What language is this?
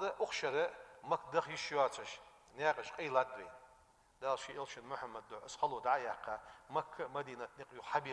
Ingush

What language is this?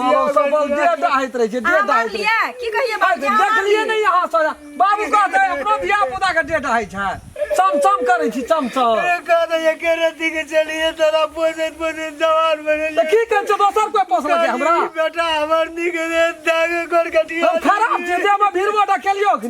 Maithili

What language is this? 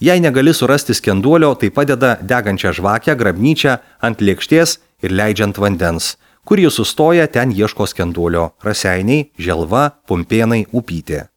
Lithuanian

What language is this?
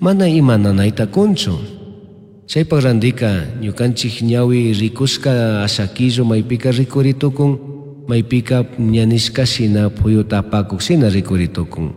Chimborazo Highland Quichua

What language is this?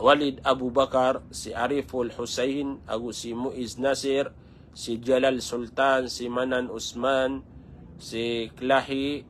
Maranao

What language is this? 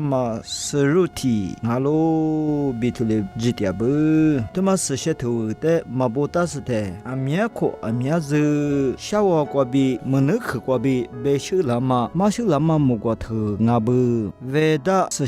Lisu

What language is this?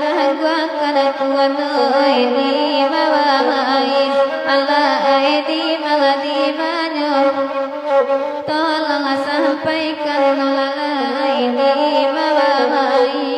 Minangkabau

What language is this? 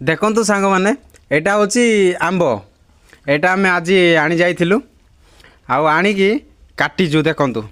Odia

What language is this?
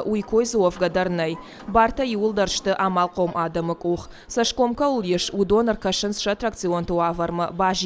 Ossetic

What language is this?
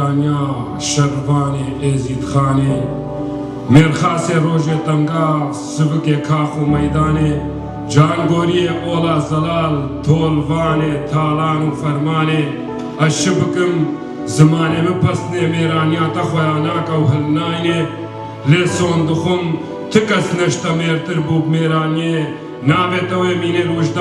Kurdish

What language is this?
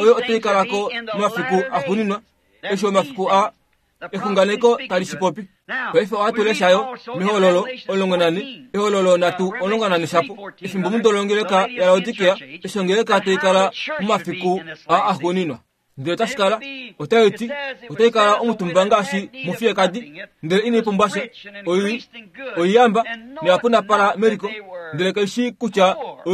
Kuanyama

